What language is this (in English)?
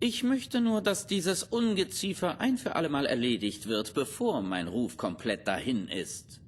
Bavarian